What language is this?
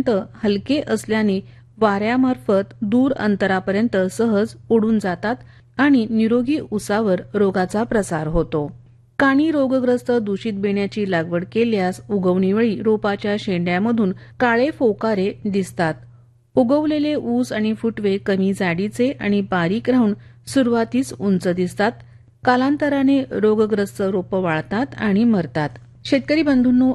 Marathi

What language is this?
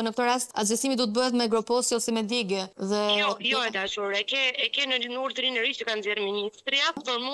Albanian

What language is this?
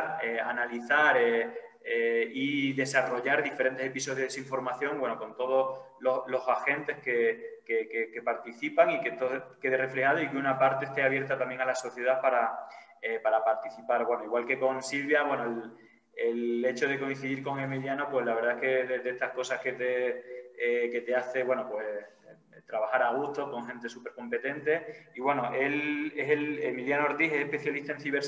Spanish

